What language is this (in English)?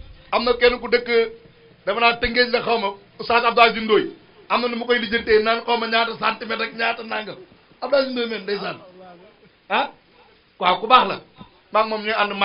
Wolof